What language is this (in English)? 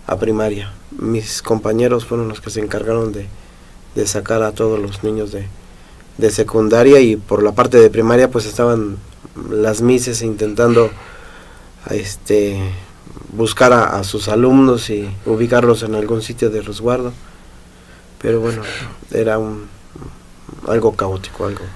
Spanish